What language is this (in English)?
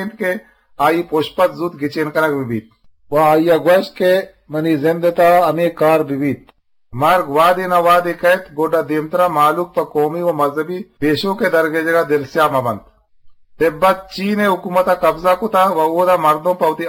Eastern Balochi